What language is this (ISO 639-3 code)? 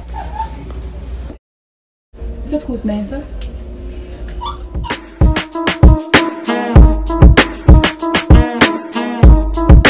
nld